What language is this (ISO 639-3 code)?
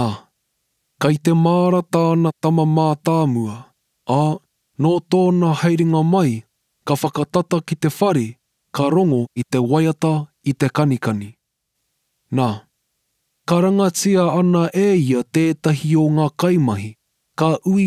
mri